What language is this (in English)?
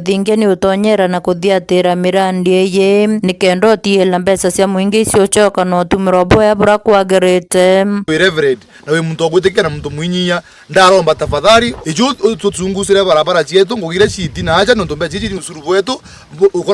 Meru